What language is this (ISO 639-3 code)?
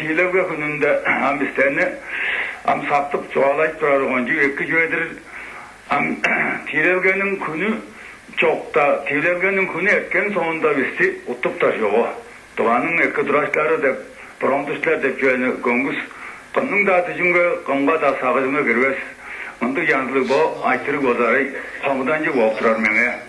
tyv